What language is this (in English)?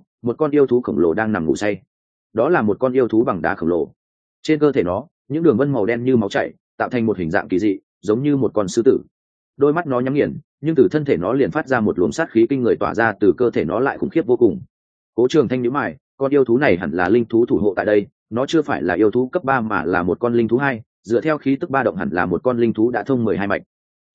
Vietnamese